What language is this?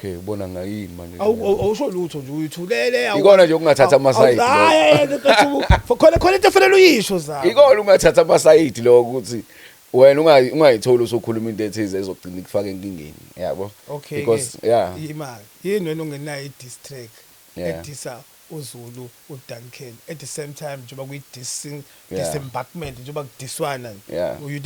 Zulu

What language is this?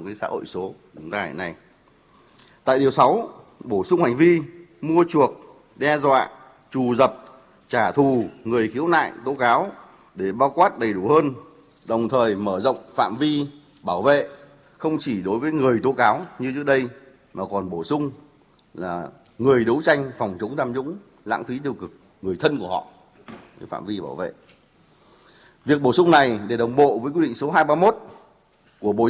Vietnamese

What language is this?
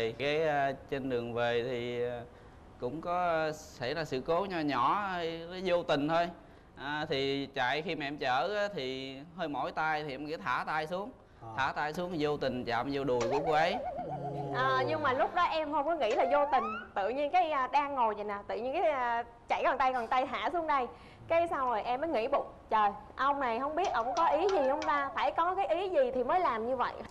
Vietnamese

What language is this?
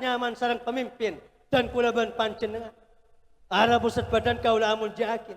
Madurese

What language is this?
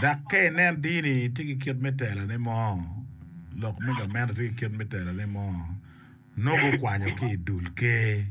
Acoli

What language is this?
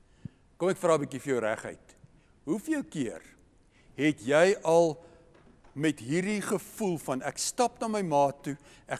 Afrikaans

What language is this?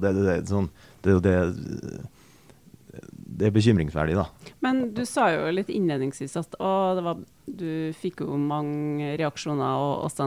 Norwegian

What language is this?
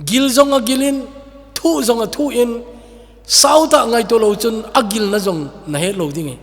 Thado Chin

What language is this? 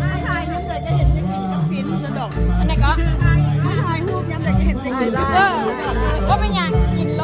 Lao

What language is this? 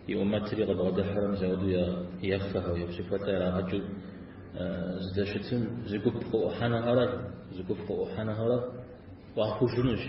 Kabardian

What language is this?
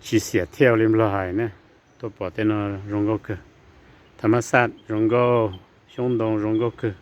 Hmong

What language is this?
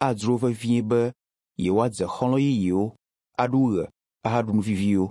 Ewe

